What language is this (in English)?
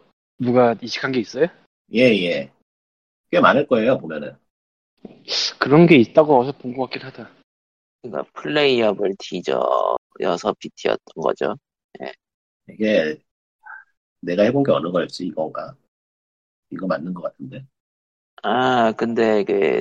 Korean